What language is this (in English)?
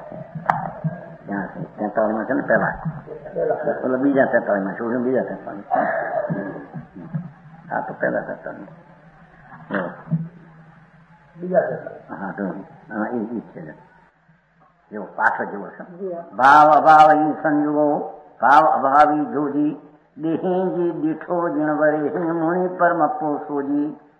Gujarati